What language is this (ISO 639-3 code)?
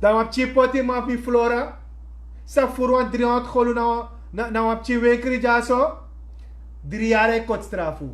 srn